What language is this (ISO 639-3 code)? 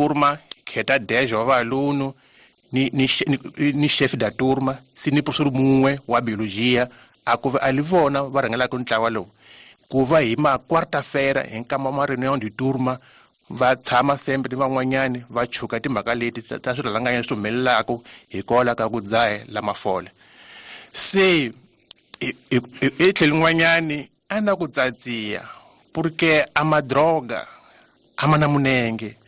tso